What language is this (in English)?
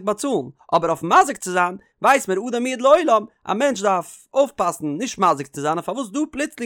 Yiddish